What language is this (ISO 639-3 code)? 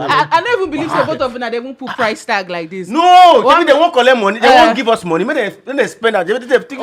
pcm